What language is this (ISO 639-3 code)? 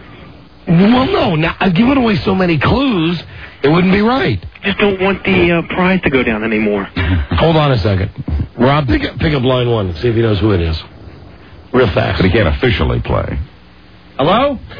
eng